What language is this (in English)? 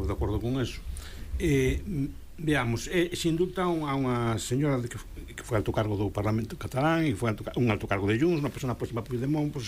Galician